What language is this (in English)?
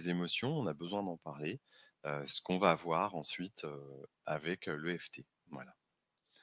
French